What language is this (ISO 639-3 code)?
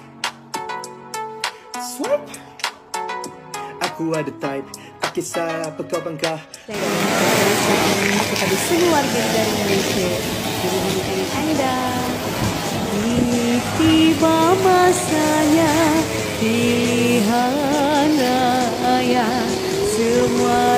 msa